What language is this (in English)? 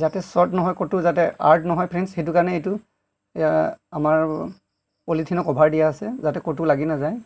Assamese